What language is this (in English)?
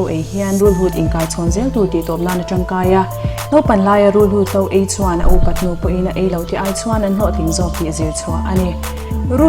Mizo